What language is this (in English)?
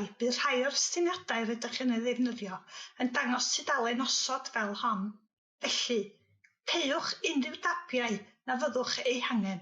Welsh